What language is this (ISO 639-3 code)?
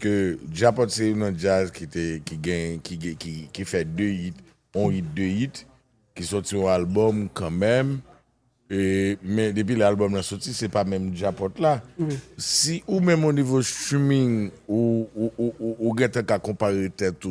hat